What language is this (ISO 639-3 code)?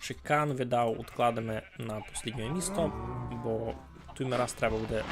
rue